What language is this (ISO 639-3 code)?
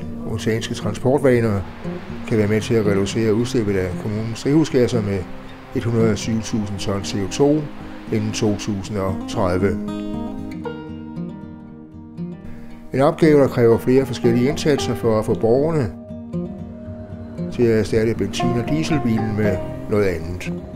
dan